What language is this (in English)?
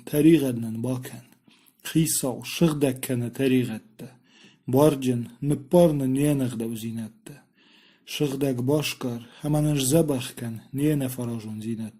Ossetic